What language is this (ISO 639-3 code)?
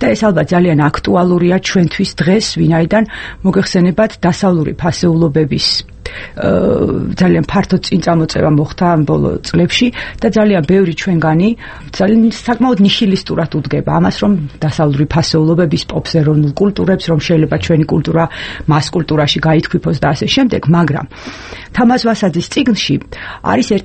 kat